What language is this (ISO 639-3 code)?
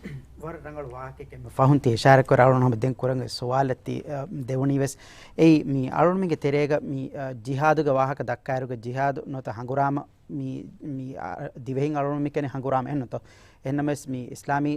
div